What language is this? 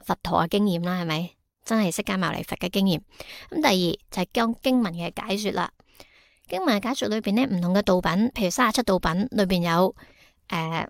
Cantonese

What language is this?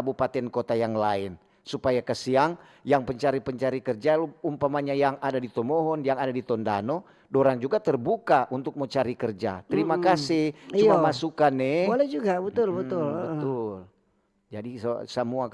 Manado Malay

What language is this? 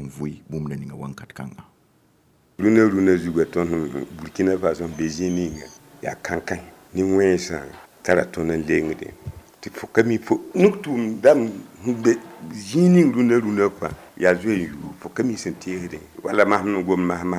Mossi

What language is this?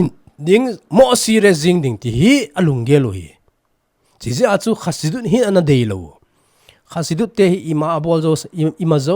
Thado Chin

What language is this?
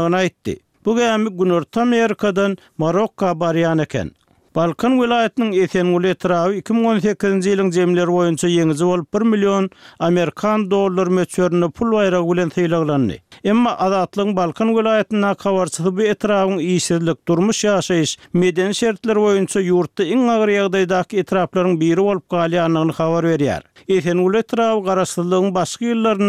Turkmen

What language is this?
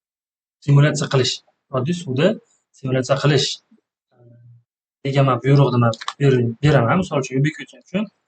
Uzbek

